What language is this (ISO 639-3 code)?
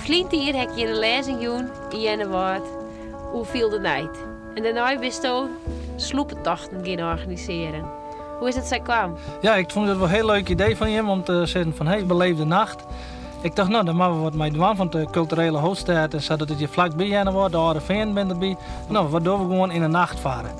fry